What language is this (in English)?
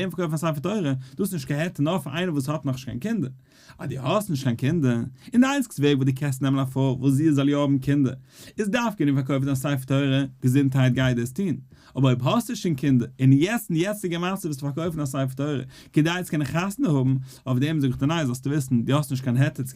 Yiddish